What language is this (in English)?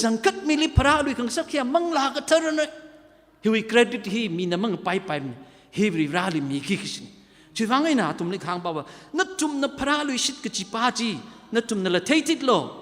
Tangkhul Naga (India)